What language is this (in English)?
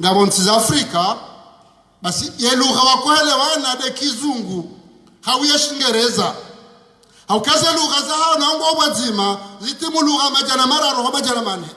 Ngazidja Comorian